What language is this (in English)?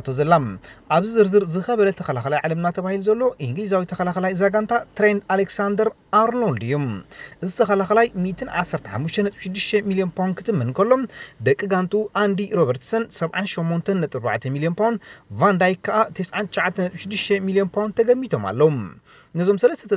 Tigrinya